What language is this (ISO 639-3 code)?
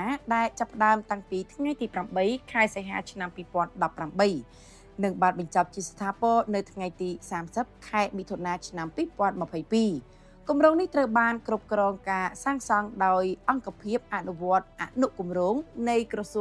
khm